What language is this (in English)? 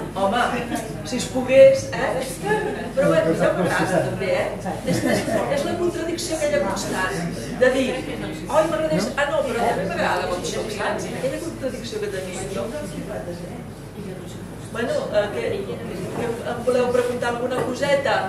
Catalan